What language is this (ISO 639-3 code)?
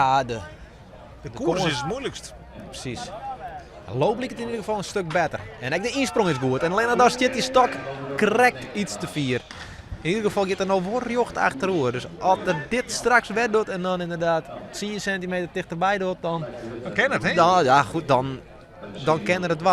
fry